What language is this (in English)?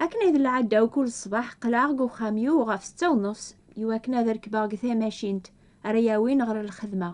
Kabyle